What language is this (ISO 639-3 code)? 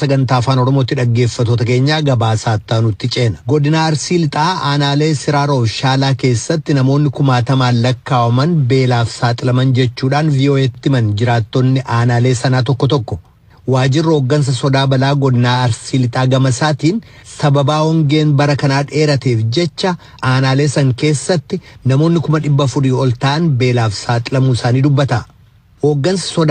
orm